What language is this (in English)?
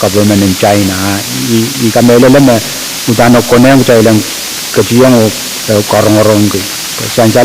Pohnpeian